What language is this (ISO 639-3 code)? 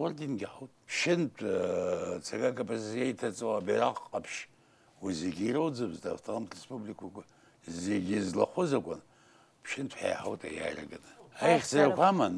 abk